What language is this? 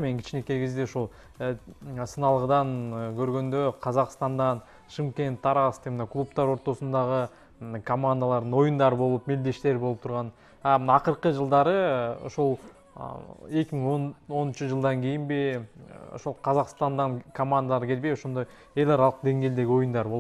Kyrgyz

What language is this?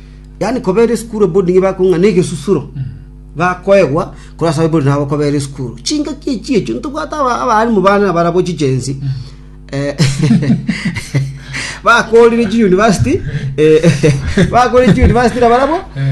Gusii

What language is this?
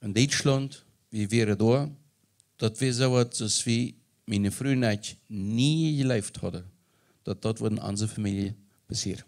Plautdietsch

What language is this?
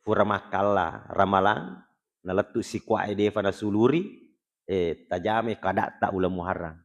Buginese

